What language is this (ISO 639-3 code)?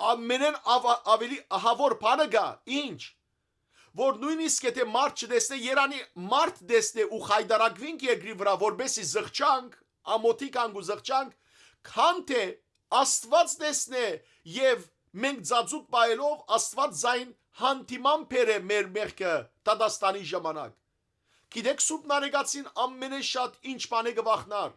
hyw